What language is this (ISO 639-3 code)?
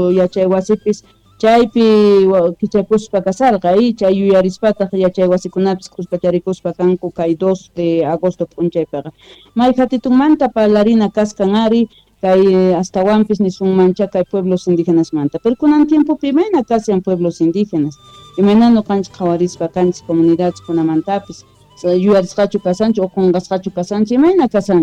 quh